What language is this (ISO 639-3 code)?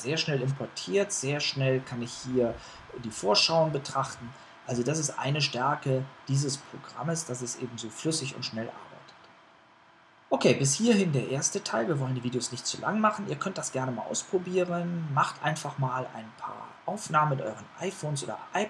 deu